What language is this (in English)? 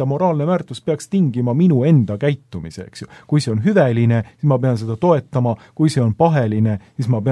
Estonian